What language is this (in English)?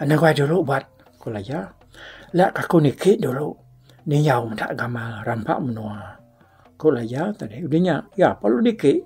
Iban